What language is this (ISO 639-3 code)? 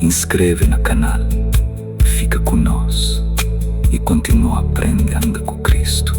kea